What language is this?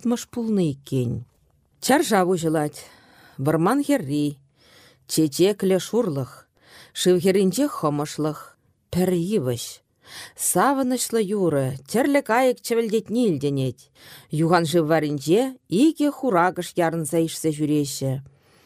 Chuvash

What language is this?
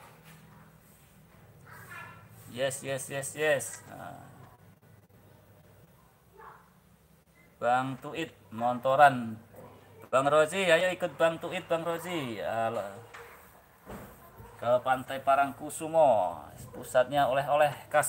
Indonesian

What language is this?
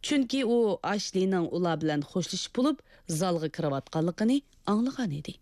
Uyghur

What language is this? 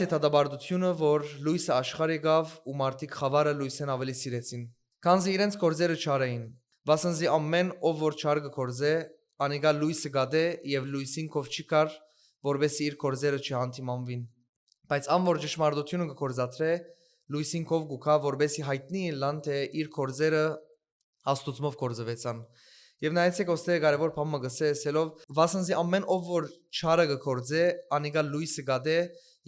Western Armenian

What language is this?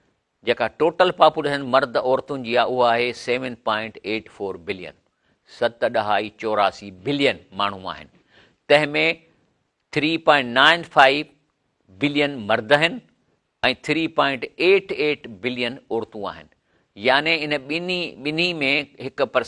Sindhi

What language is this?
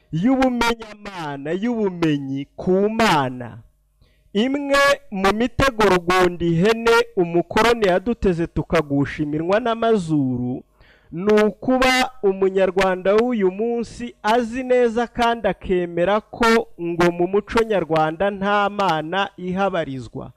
Kinyarwanda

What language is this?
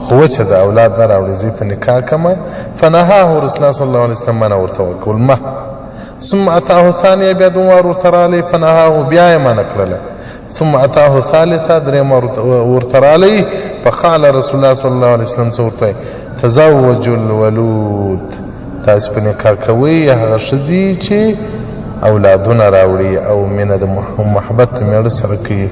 Pashto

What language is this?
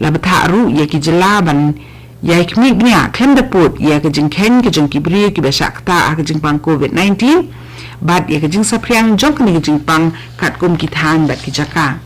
Khasi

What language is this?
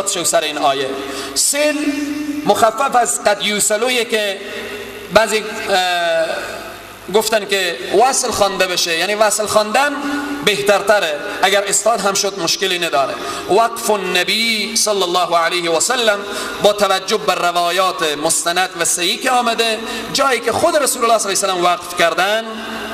Persian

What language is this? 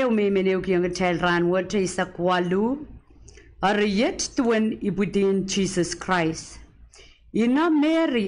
Pohnpeian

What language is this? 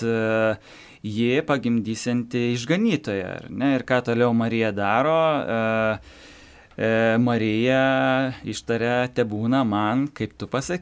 Lithuanian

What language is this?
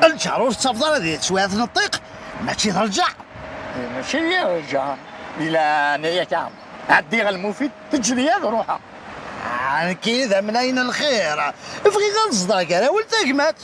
Kabyle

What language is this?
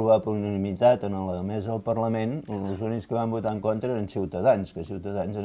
Catalan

